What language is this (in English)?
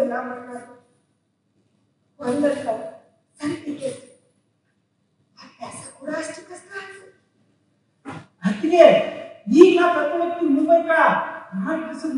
Kannada